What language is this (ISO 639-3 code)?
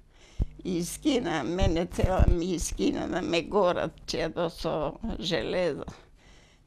mkd